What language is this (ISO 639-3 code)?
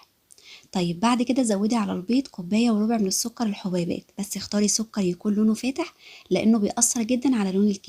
arz